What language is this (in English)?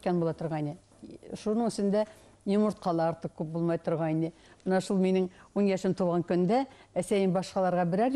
Bashkir